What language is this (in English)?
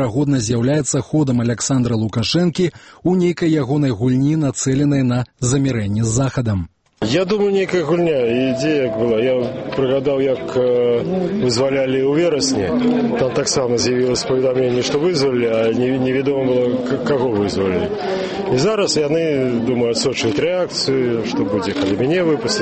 Belarusian